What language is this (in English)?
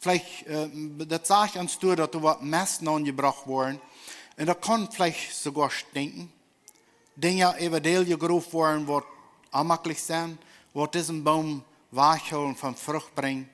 Plautdietsch